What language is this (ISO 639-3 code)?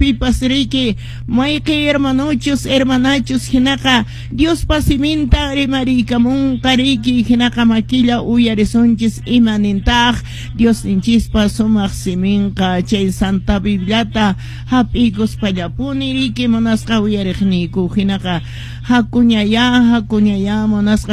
que